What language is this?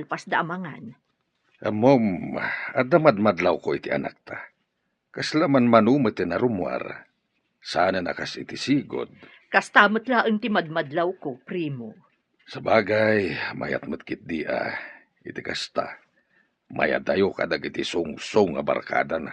Iloko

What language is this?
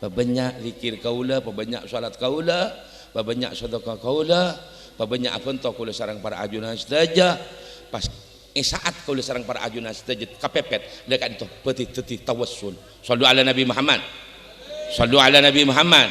Madurese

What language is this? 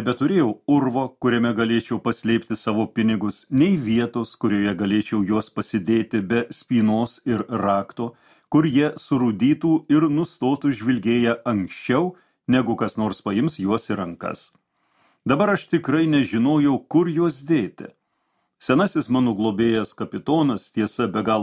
Lithuanian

